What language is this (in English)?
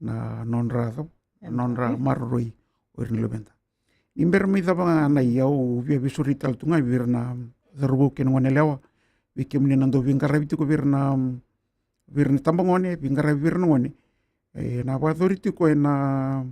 Fijian